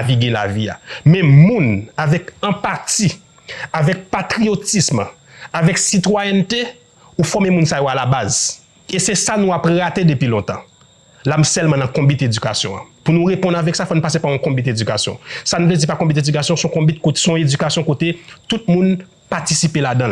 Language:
Haitian Creole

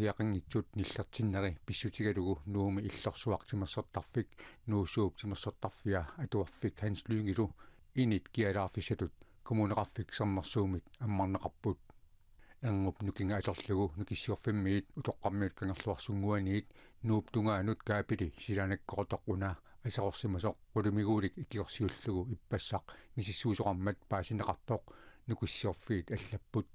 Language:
Kalaallisut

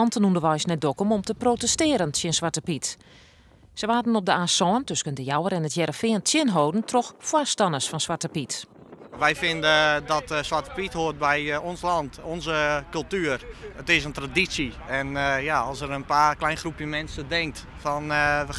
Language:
Western Frisian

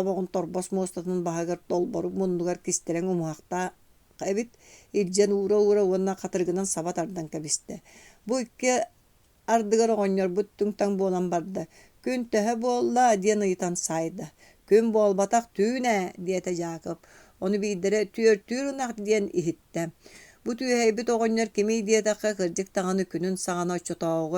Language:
Yakut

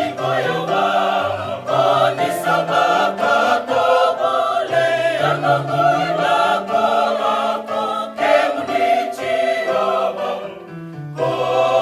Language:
Fijian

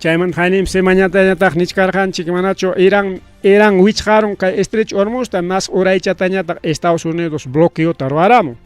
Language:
Ayacucho Quechua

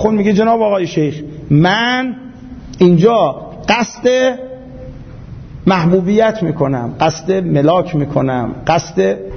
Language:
Persian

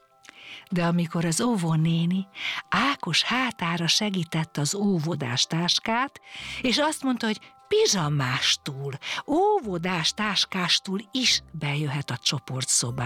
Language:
Hungarian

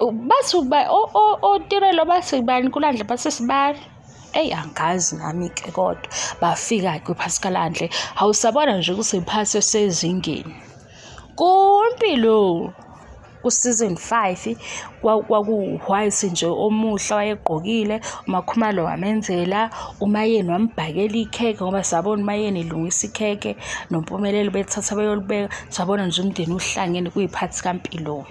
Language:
Zulu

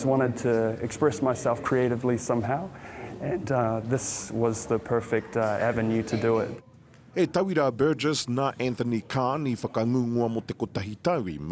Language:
Māori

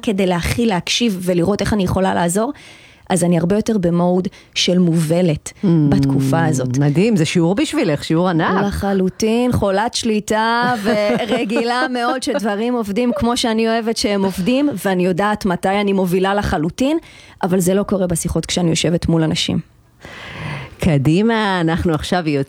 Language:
Hebrew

